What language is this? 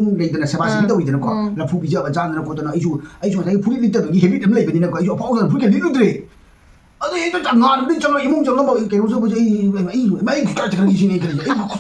Manipuri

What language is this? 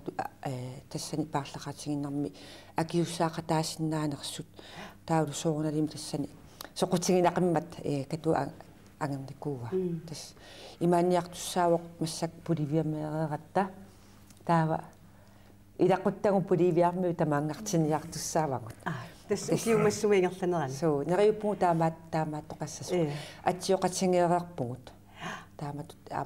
Kalaallisut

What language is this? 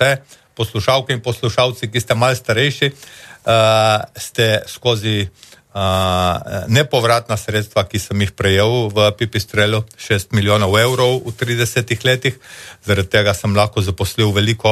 Slovenian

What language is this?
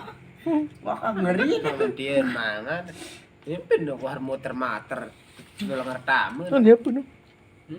Sasak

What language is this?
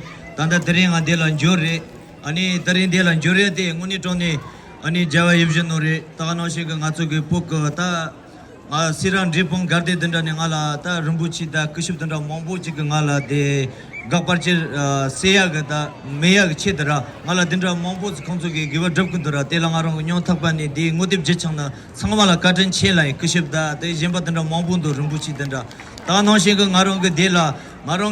Tibetan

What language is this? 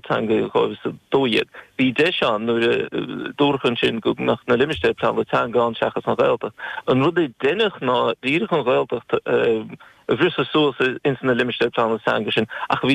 Irish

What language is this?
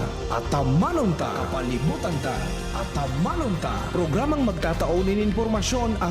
Bikol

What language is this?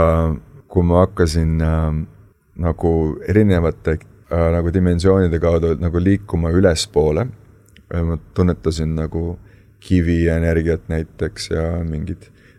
Estonian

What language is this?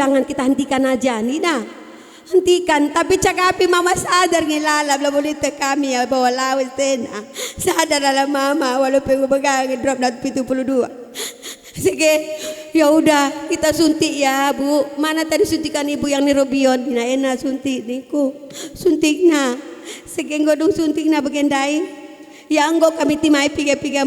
Batak Karo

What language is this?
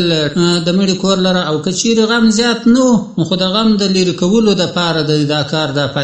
Pashto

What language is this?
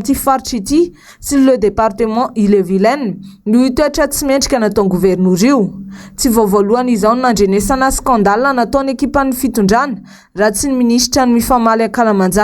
Malagasy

